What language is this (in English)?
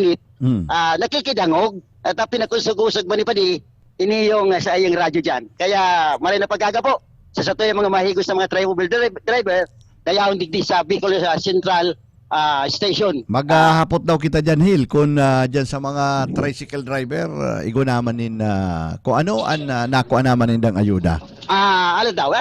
Bikol